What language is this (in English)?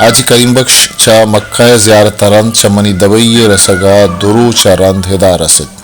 Baluchi